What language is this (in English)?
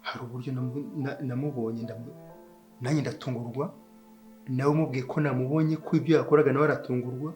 Kinyarwanda